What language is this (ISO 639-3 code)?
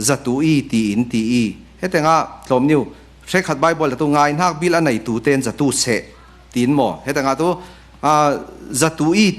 cfm